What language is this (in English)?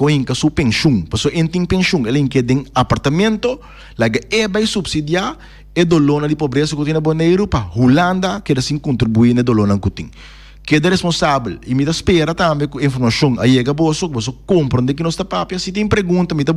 Papiamento